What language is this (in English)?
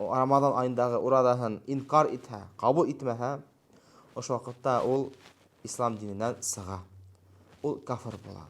Bashkir